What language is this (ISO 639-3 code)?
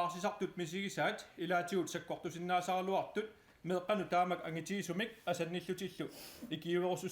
kal